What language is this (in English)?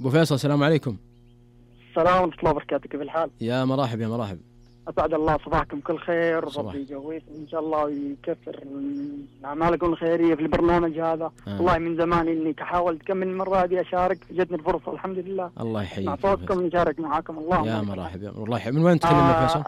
Najdi Arabic